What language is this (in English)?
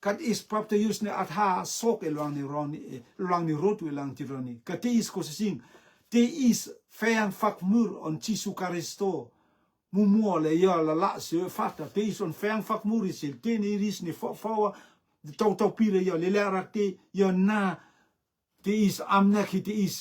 Rotuman